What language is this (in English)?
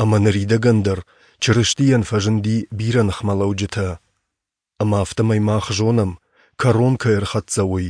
Ossetic